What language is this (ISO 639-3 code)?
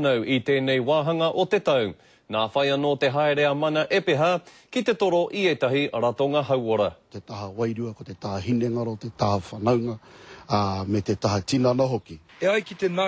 mri